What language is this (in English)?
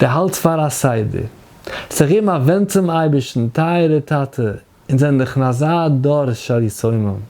Yiddish